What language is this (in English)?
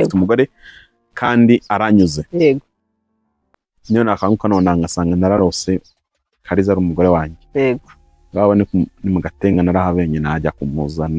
Kinyarwanda